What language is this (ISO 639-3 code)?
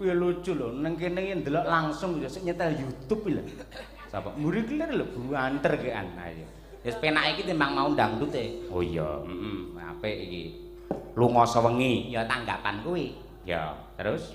jav